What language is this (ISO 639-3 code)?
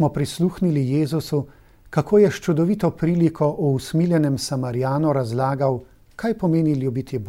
slv